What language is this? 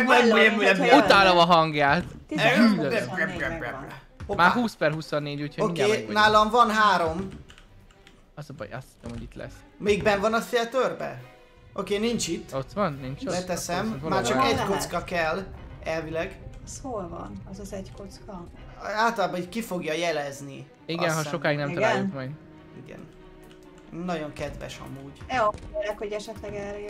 Hungarian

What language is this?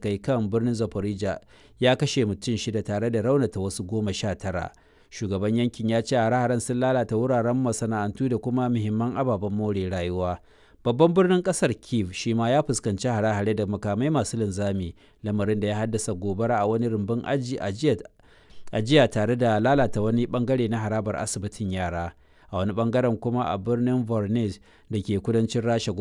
Hausa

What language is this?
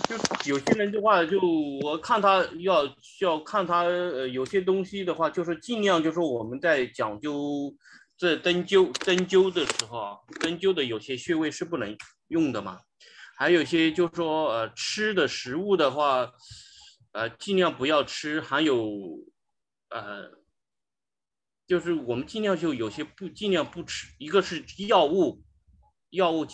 Chinese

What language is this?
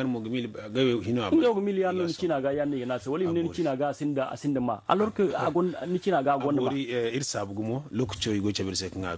Zarma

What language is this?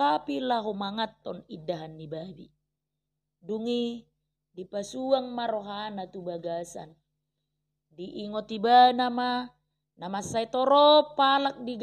Batak Toba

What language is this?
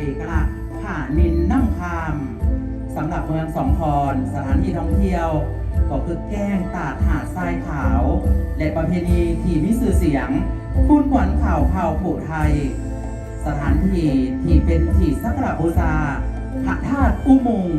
Lao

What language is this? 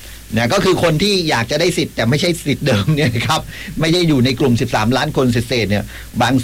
Thai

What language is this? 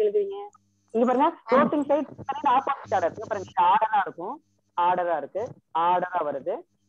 Tamil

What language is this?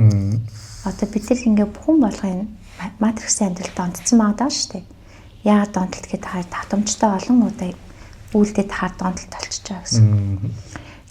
Mongolian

